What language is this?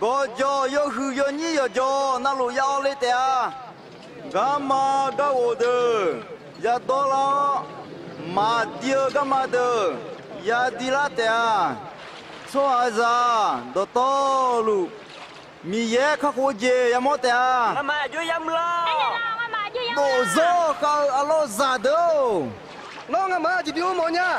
Akha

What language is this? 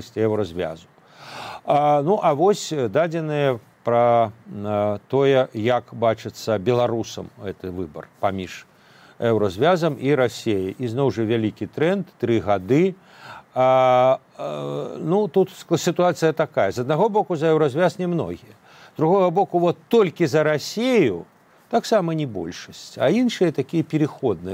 Belarusian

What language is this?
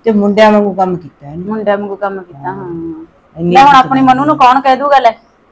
Punjabi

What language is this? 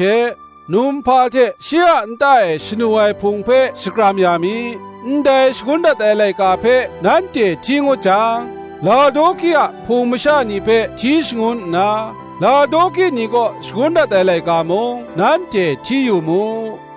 Kachin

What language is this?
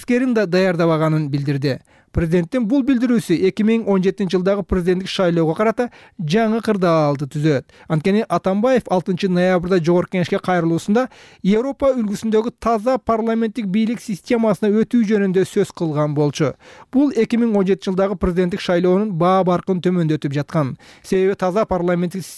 Kyrgyz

